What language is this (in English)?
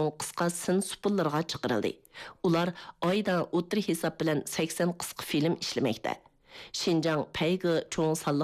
Uyghur